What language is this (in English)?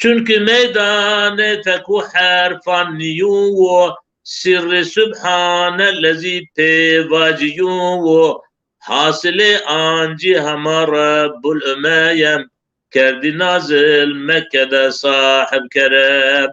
Zaza